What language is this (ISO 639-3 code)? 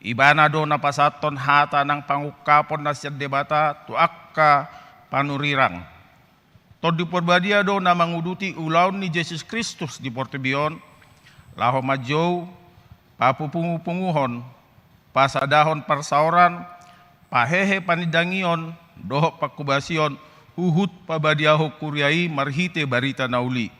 bbc